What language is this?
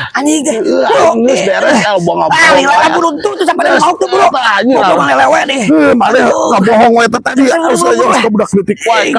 Sundanese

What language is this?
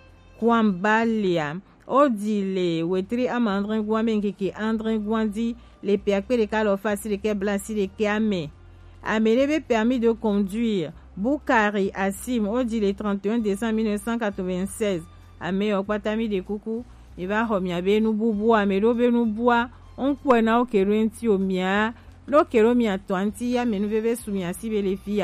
Gen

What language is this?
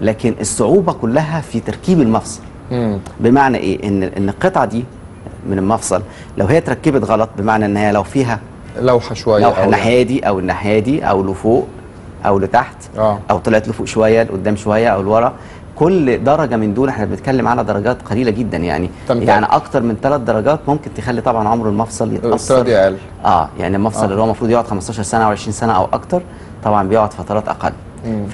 Egyptian Arabic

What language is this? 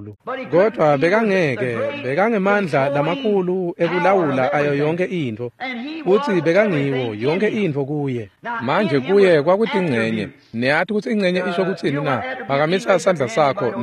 Swati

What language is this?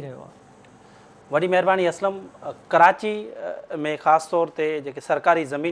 Sindhi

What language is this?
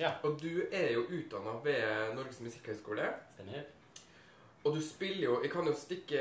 Norwegian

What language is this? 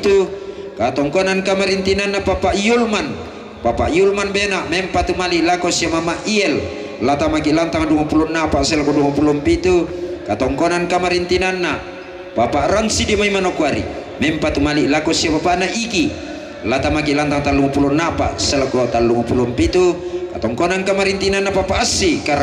Toraja-Sa'dan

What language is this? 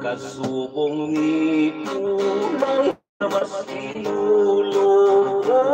Hiligaynon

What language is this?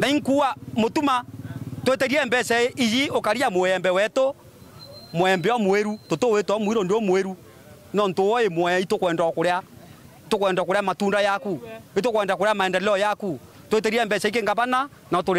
Meru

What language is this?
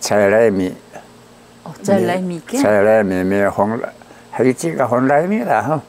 Taroko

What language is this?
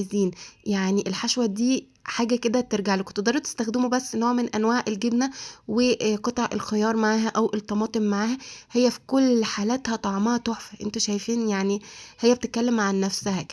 Egyptian Arabic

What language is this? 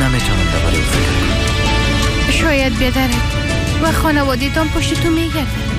Persian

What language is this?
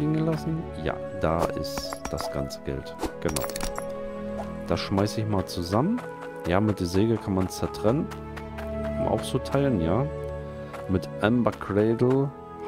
German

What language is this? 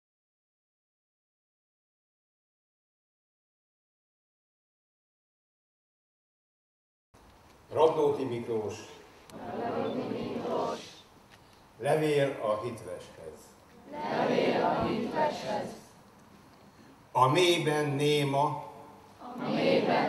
Hungarian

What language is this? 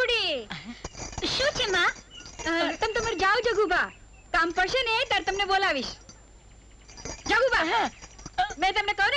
Gujarati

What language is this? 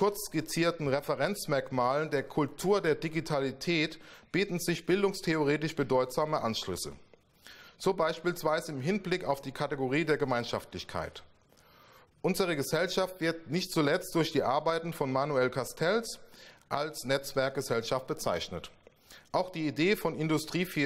German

